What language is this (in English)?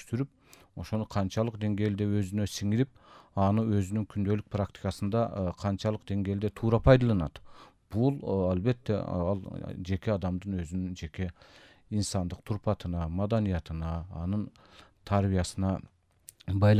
Kyrgyz